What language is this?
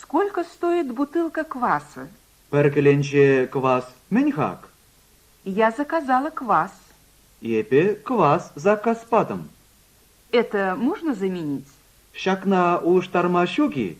Chuvash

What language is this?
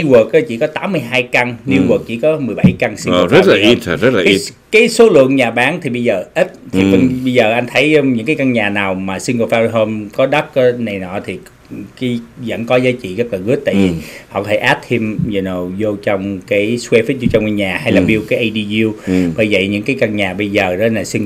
Vietnamese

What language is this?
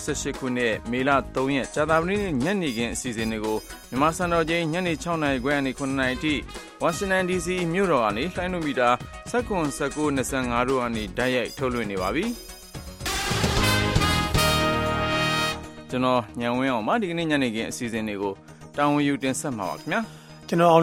Burmese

